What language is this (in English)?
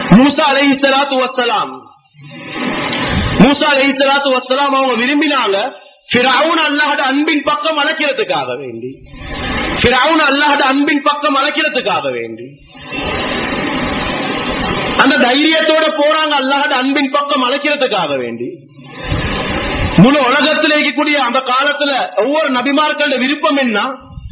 Tamil